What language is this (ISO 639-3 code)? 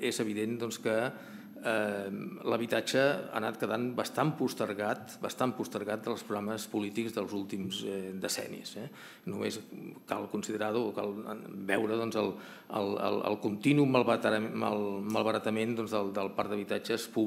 cat